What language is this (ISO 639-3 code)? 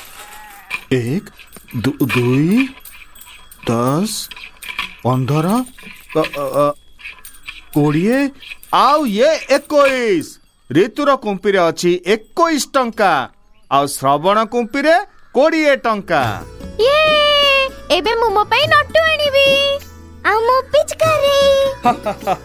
ori